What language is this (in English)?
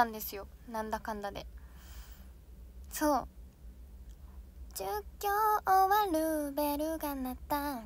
Japanese